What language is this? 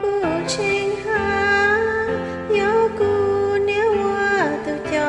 Hmong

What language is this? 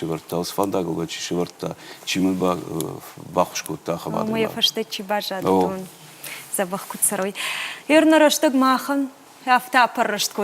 Ossetic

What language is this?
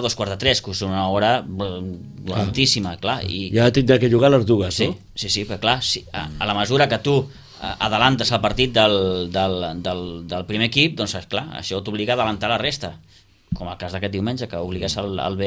Catalan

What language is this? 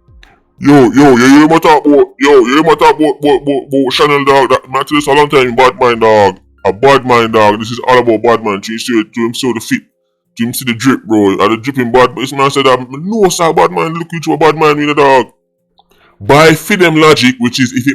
Jamaican Creole English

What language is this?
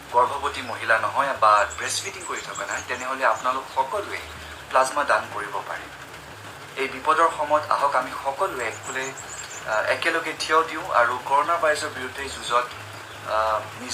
Assamese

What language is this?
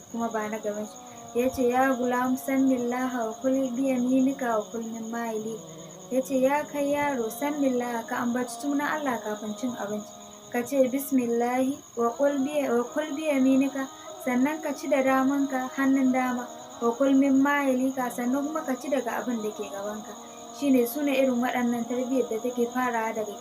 Hausa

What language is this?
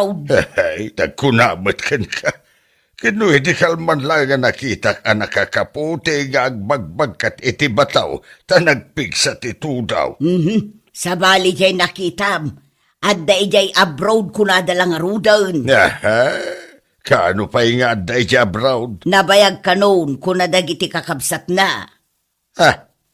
Iloko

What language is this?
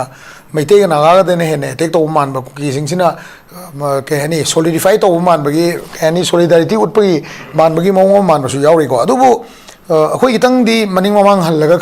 Manipuri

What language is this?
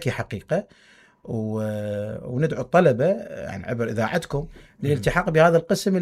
Mesopotamian Arabic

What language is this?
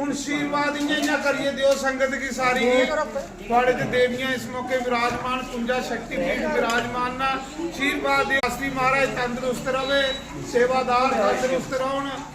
Dogri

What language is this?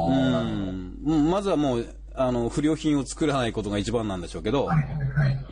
Japanese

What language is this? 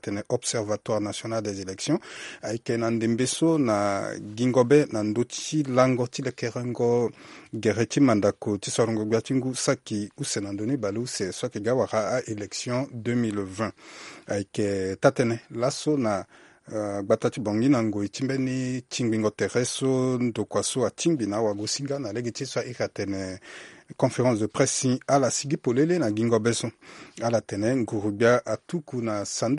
Sango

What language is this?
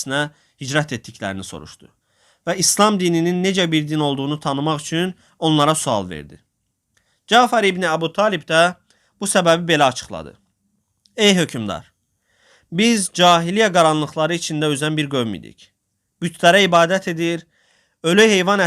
Azerbaijani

